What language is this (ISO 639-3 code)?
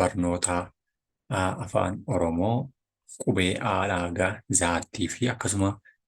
orm